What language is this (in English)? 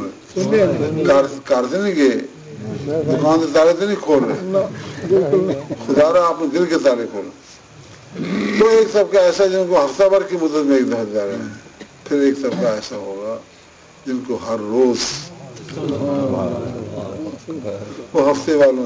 Urdu